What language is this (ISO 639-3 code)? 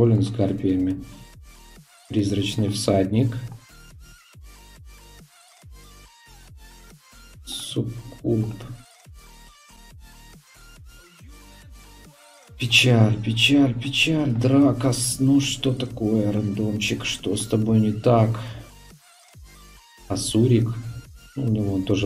rus